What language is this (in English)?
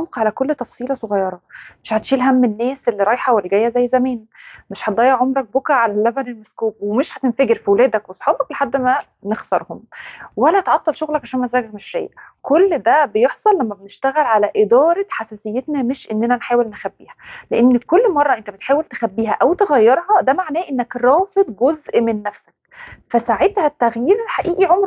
Egyptian Arabic